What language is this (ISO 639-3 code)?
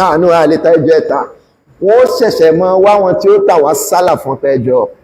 yor